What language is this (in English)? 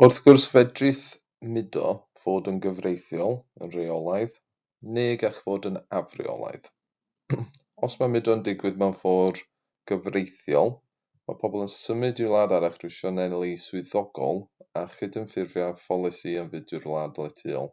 Welsh